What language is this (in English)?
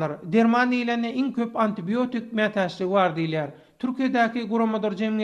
Turkmen